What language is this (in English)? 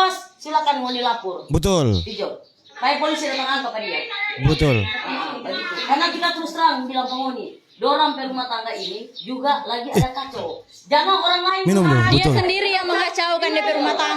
Manado Malay